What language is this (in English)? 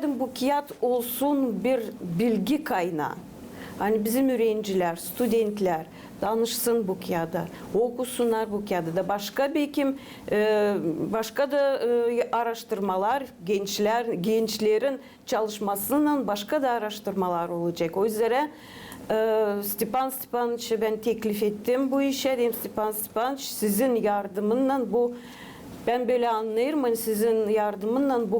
Gagauz